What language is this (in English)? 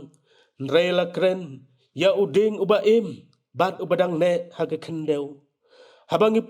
Khasi